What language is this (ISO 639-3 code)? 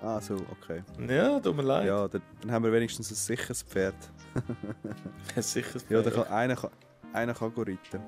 gsw